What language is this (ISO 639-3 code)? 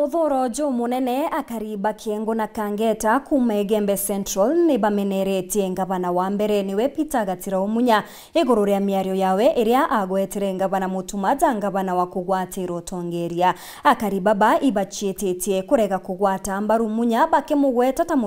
mer